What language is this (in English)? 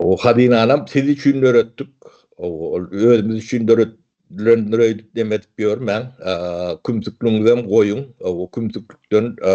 Turkmen